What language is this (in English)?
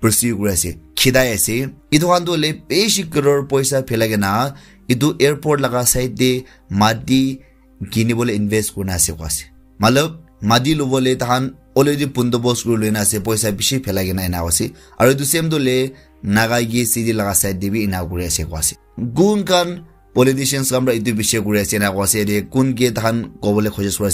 Naga Pidgin